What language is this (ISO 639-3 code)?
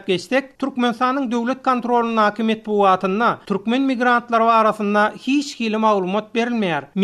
tuk